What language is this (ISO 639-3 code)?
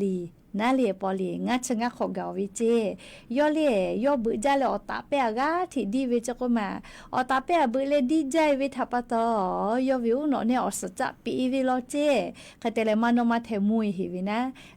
lhu